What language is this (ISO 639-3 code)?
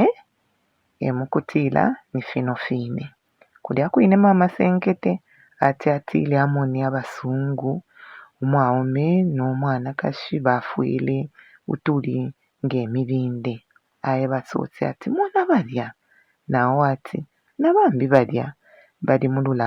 bem